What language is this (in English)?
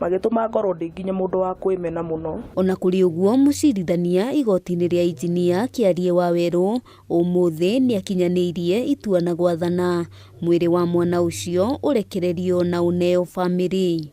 Kikuyu